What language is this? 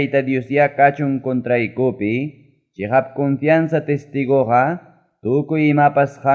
Ayacucho Quechua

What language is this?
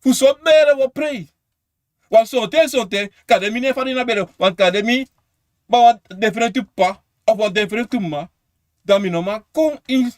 Sranan Tongo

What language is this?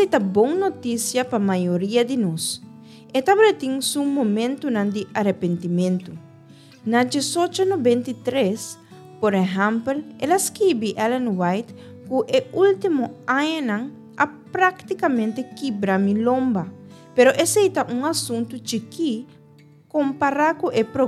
Papiamento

